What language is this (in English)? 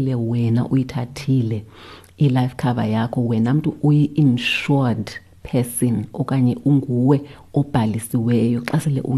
Xhosa